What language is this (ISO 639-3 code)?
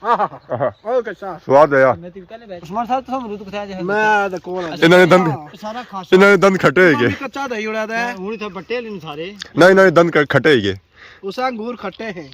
phr